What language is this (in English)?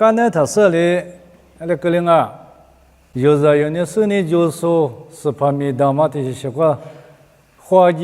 Lisu